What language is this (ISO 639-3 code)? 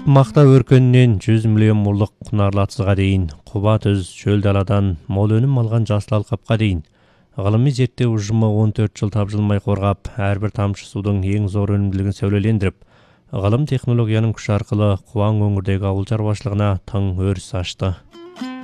kaz